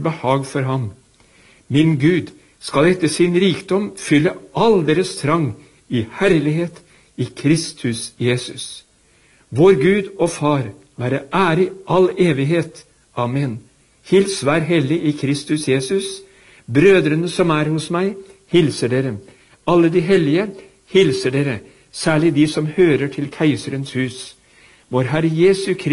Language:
Norwegian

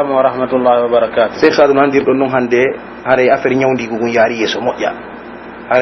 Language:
Pular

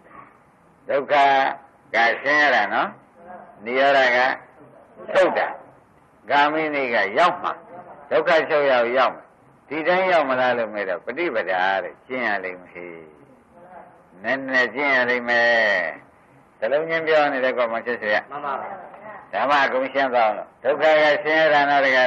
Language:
Burmese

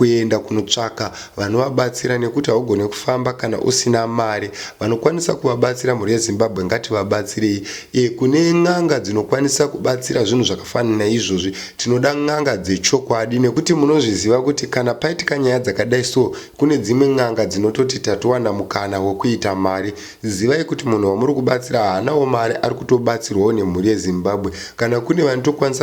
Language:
Shona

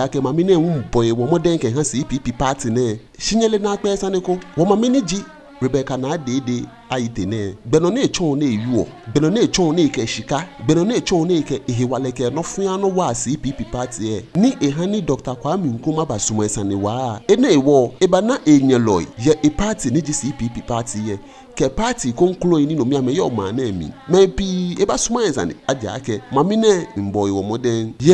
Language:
Ga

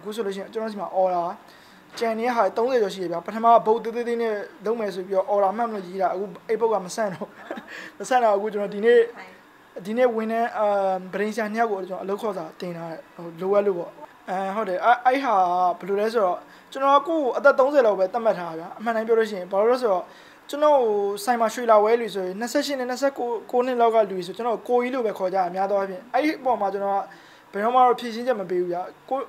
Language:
Burmese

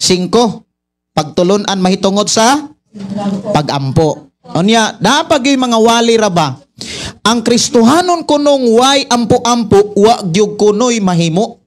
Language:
Cebuano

